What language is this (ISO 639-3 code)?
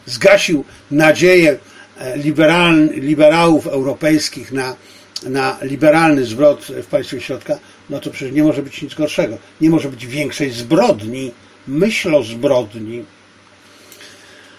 pol